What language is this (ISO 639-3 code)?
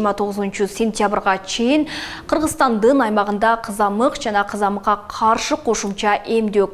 kir